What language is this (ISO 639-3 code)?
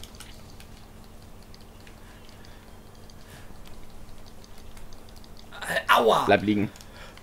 deu